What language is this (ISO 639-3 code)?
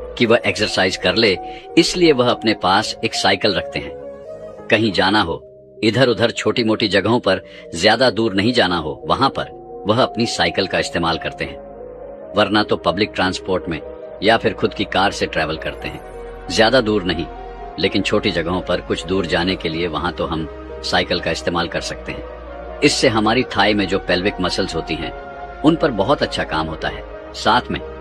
hin